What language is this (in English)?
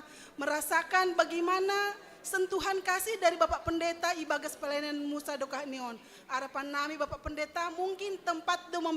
Batak Simalungun